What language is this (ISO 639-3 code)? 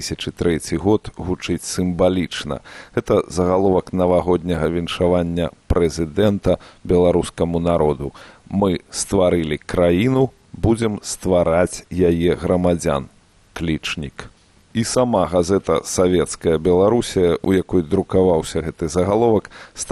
bel